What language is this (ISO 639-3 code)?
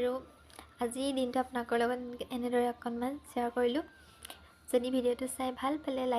asm